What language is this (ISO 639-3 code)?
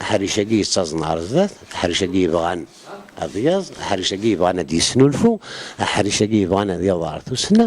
kab